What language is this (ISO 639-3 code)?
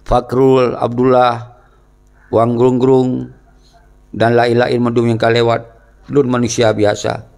ace